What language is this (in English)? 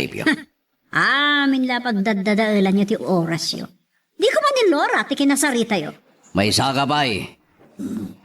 Iloko